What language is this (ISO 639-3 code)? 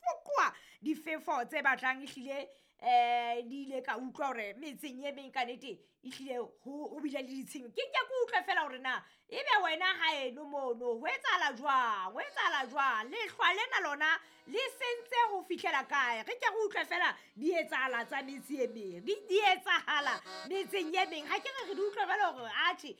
sot